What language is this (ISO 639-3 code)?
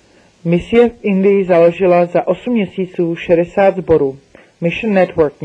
ces